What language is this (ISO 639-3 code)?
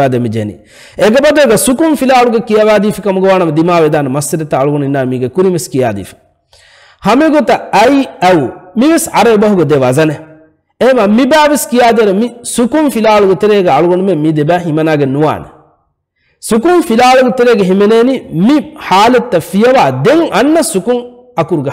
div